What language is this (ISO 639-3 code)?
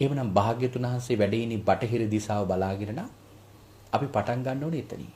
sin